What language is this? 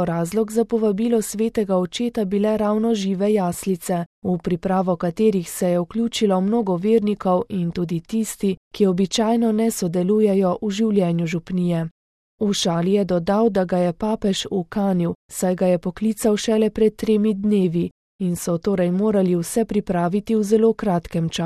Slovenian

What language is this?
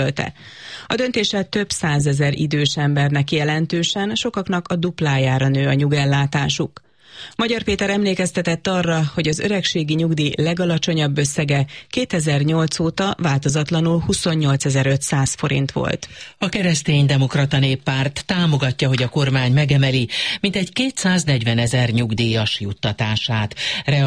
Hungarian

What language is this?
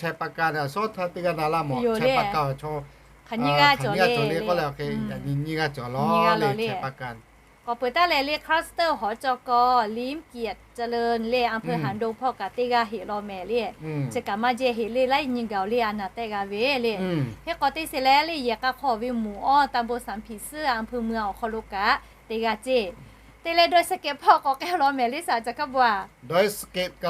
Lahu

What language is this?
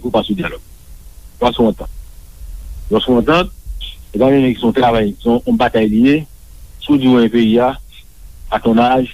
Haitian Creole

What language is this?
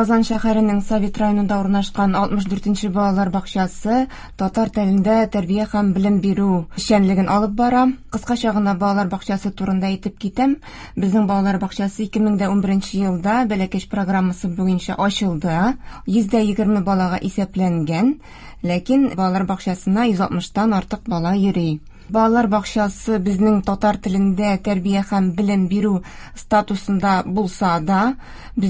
Tatar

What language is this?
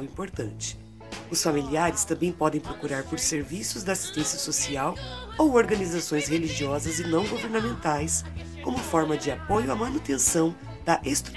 Portuguese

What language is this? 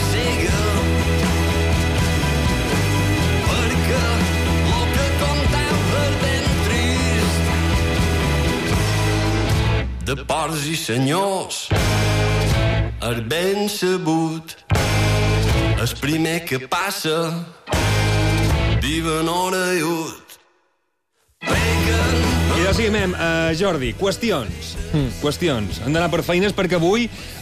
Catalan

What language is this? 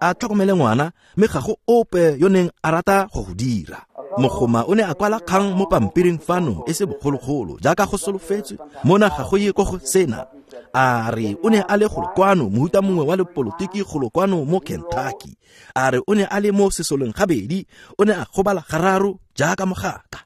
Tswana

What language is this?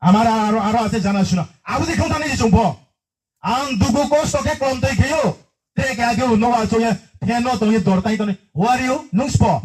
Riang (India)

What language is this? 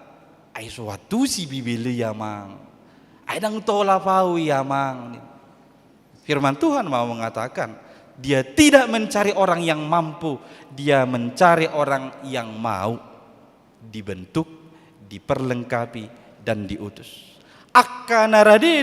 Batak Toba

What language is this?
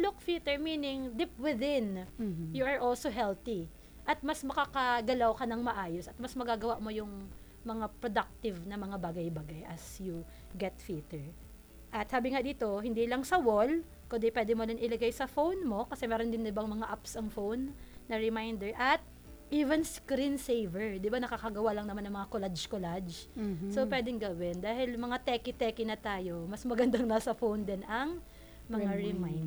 Filipino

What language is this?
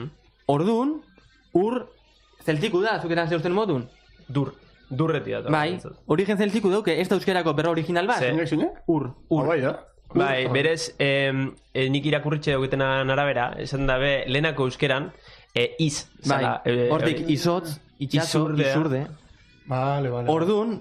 Basque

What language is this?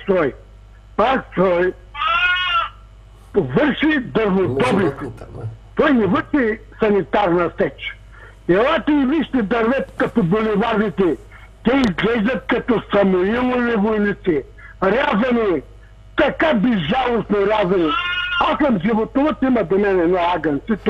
Bulgarian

